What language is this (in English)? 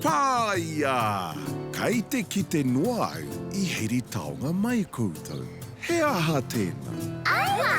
Māori